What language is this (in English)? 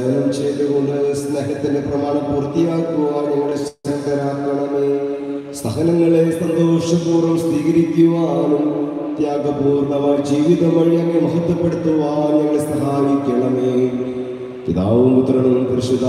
Malayalam